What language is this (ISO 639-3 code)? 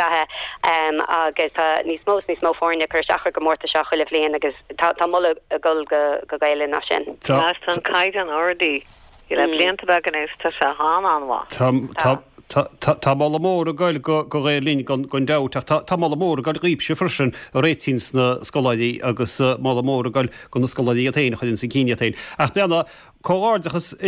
gle